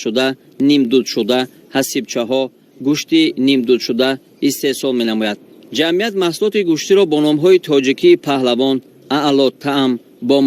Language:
Tajik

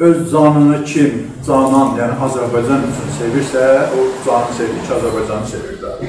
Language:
South Azerbaijani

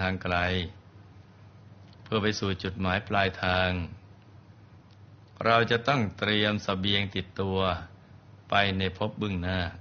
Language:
Thai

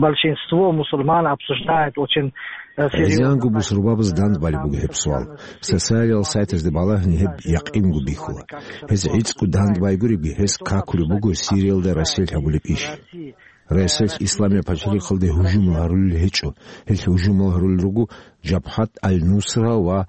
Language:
Avaric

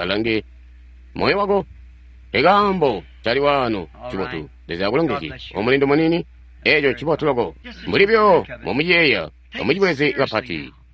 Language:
Tonga (Zambia)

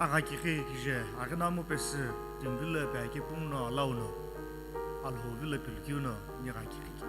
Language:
Sumi Naga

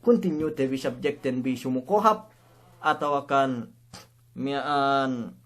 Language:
Yakan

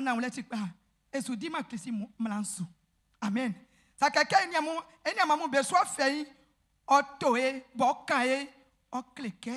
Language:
Baoulé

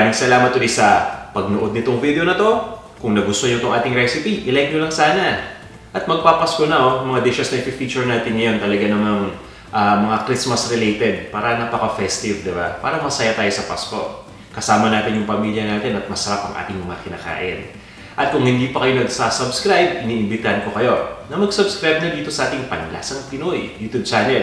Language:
Filipino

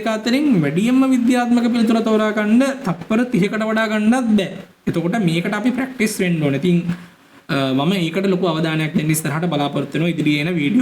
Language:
Sinhala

